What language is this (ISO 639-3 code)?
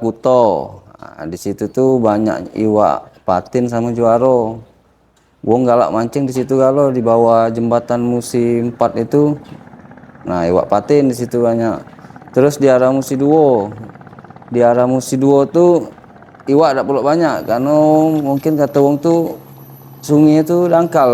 mui